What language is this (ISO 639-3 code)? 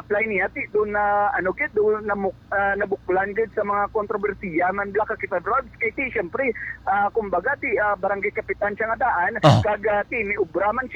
hil